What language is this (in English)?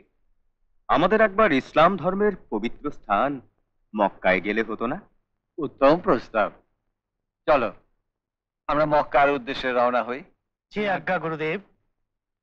Bangla